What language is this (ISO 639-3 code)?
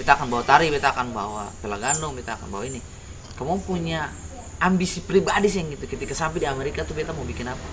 abs